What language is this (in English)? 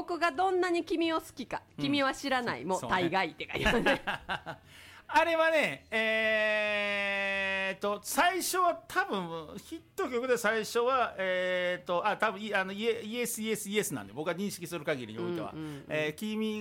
Japanese